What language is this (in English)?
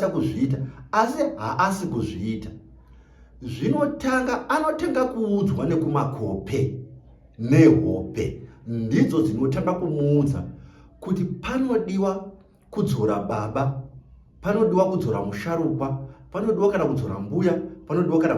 Shona